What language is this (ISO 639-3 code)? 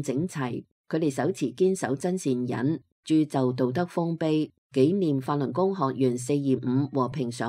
yue